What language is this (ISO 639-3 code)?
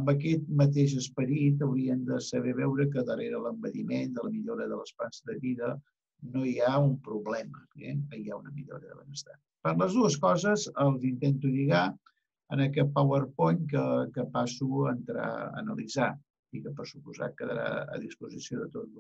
cat